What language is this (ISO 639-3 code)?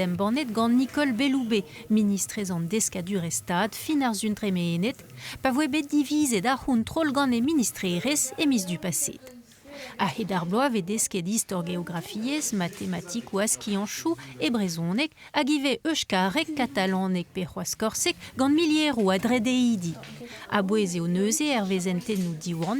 bre